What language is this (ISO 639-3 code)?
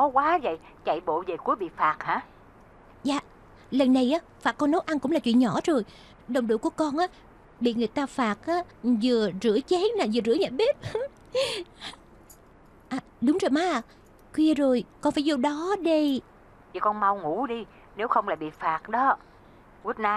vie